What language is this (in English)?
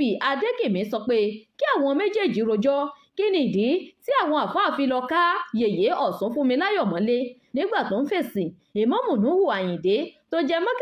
Yoruba